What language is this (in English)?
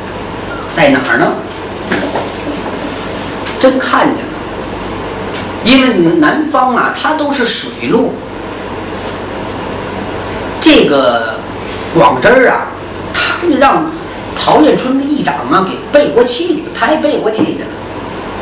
Chinese